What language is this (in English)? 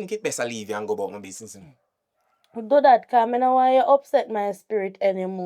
Jamaican Creole English